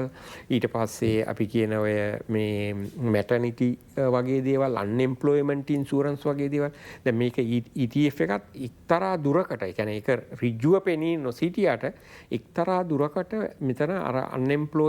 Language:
Sinhala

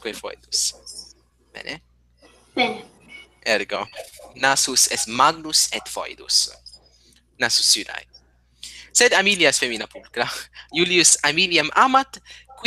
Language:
Latin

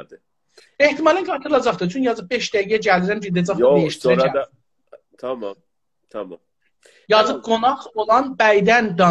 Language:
South Azerbaijani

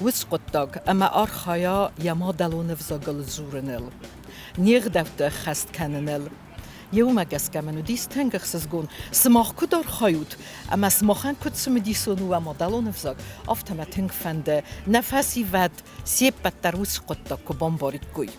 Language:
Ossetic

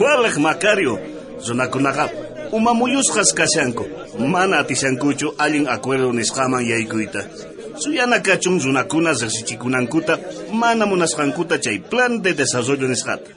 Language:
South Bolivian Quechua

